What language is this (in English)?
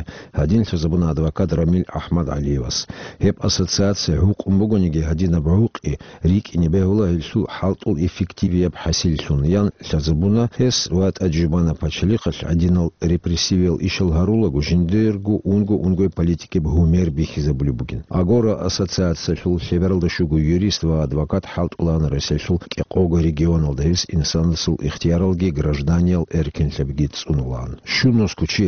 Avaric